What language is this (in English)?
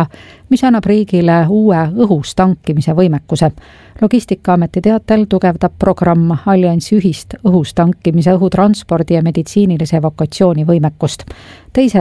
Estonian